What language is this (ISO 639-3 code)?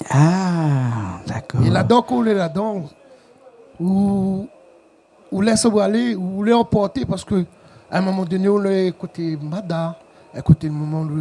rcf